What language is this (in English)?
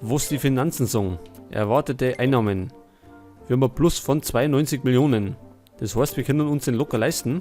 Bavarian